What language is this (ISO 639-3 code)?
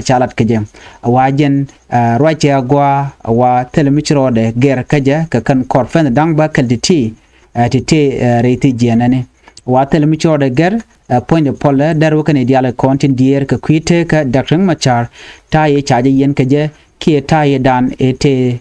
nus